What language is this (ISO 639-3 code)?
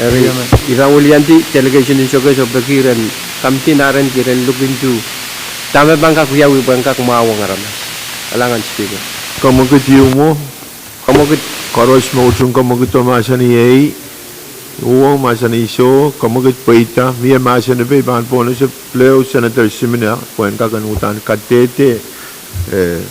pon